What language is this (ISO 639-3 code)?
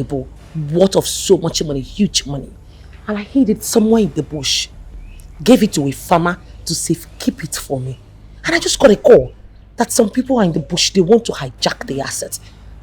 pcm